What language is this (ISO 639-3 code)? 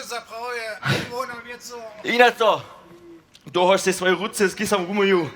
hsb